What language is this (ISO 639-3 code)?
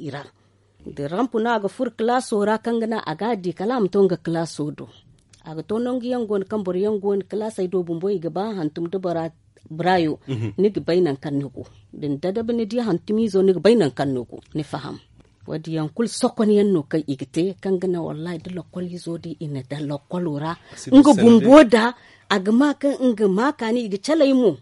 dje